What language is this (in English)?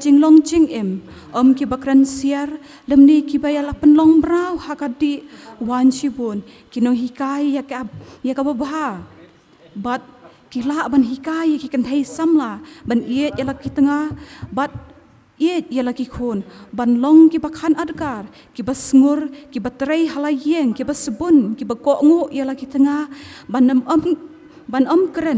Khasi